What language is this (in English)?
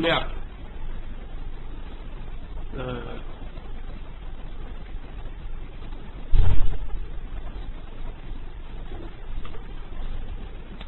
Chinese